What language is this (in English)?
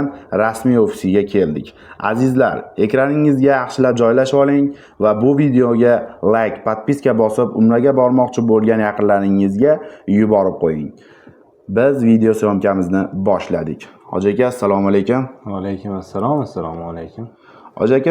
Uzbek